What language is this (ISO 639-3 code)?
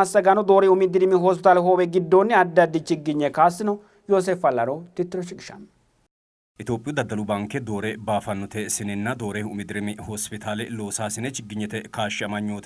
sid